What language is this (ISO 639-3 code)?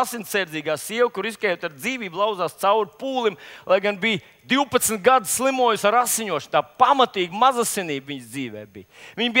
lav